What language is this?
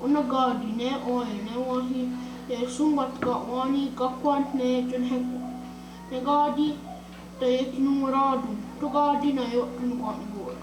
Mohawk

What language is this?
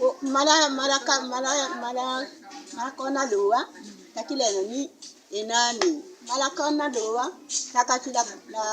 Tetela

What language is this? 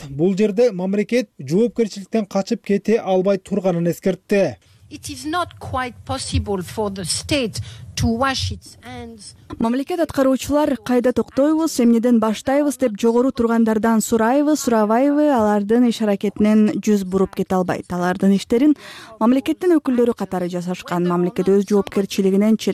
Kyrgyz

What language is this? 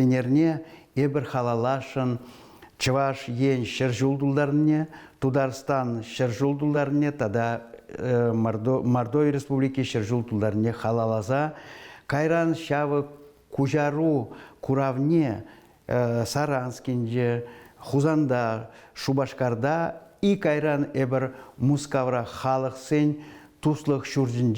Chuvash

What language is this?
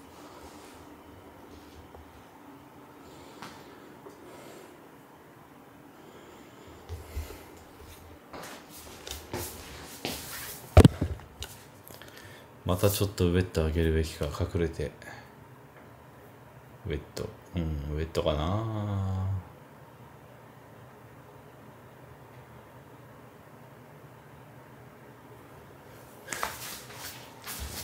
Japanese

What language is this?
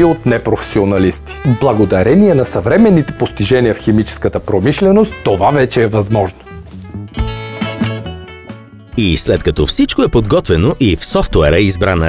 Bulgarian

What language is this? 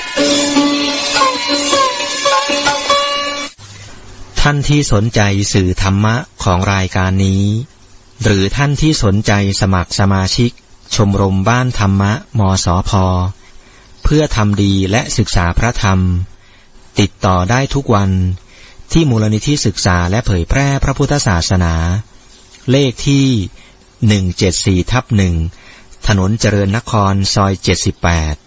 Thai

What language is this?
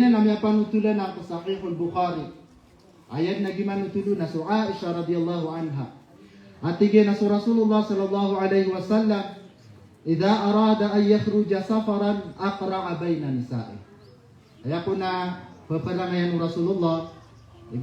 Maranao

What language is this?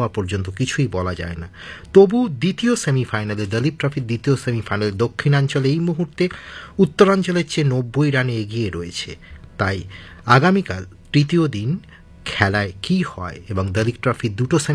Bangla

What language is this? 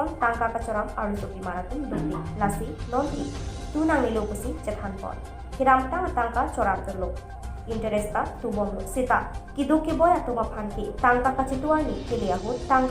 Karbi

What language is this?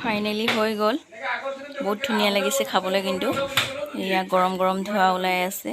Assamese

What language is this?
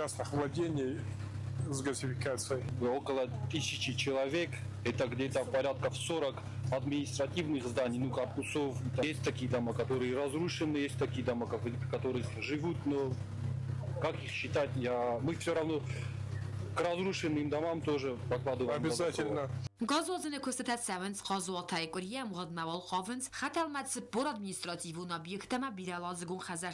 Ossetic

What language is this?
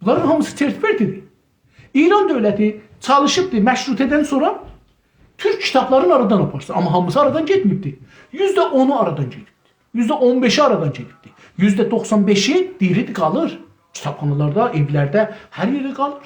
South Azerbaijani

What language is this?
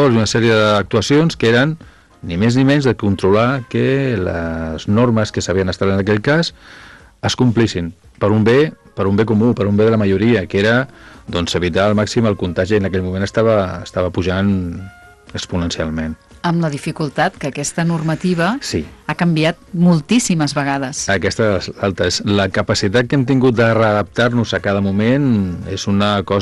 Catalan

